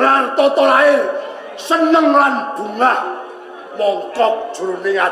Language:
Javanese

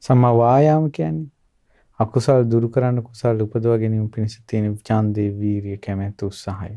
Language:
Sinhala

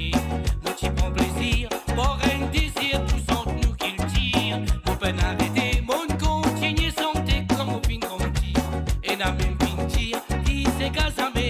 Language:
Morisyen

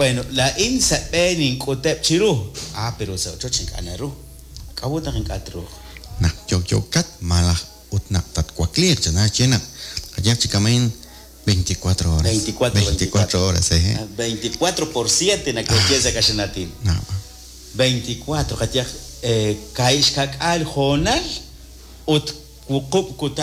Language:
Kekchí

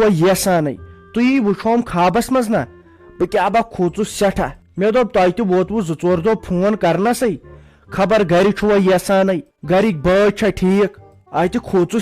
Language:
Kashmiri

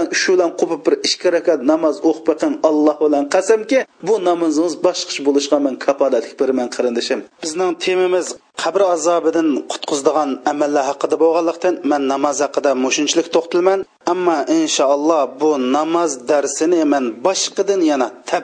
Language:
Uyghur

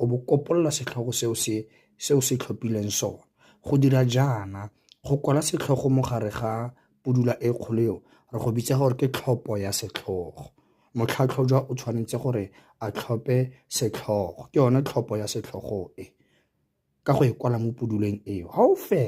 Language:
Tswana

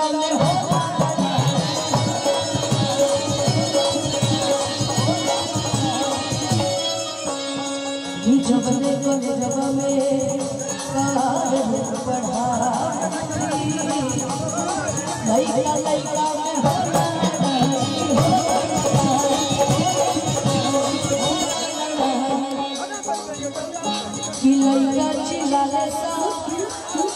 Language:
Bhojpuri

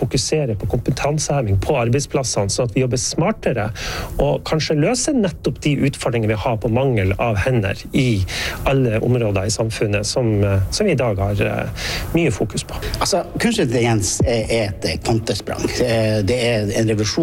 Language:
Norwegian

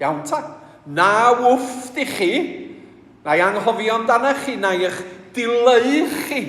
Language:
Welsh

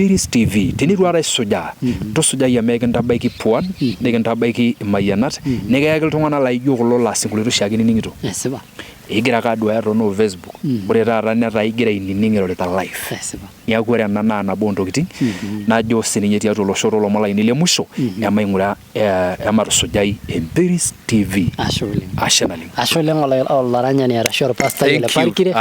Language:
Masai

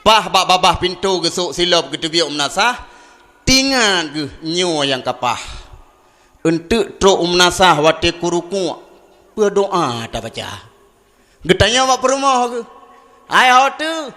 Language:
Achinese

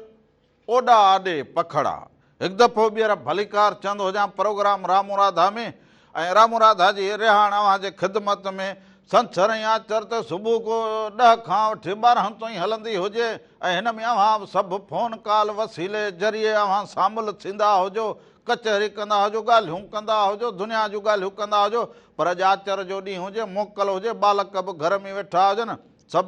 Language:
Sindhi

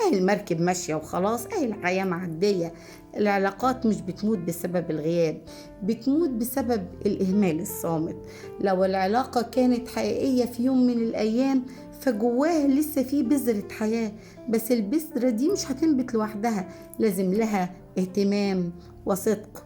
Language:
Egyptian Arabic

